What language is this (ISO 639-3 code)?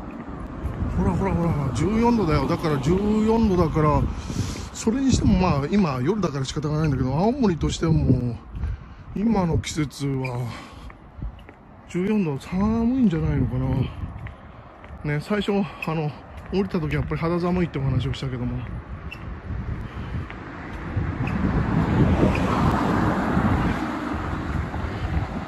jpn